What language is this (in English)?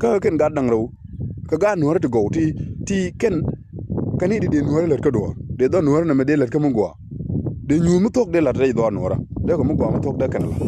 Nuer